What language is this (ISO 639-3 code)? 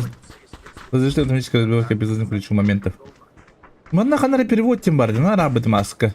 sah